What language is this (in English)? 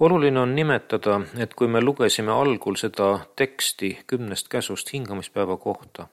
Estonian